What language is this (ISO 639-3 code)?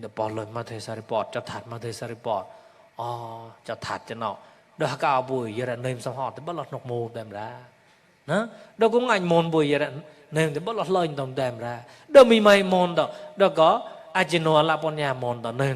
mnw